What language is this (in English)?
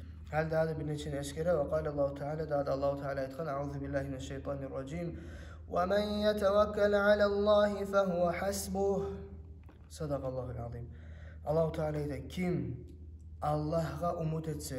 Kumyk